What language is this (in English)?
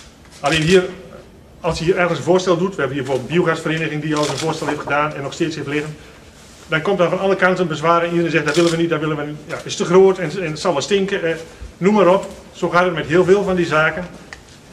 Dutch